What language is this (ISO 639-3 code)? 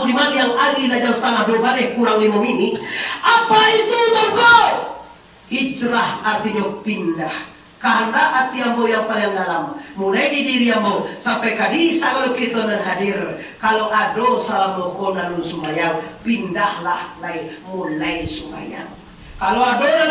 min